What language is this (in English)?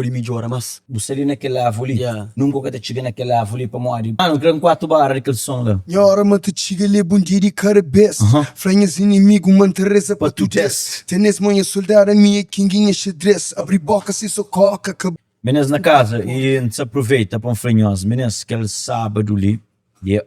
Kabuverdianu